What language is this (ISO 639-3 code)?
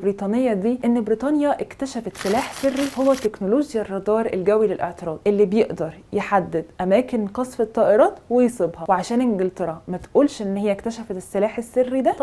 arz